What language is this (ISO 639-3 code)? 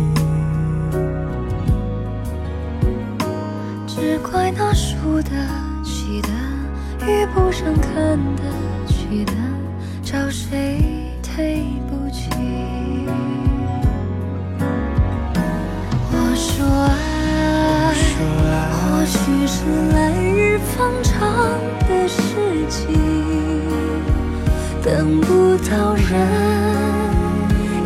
zho